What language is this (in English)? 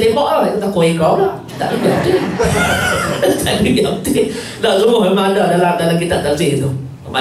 Malay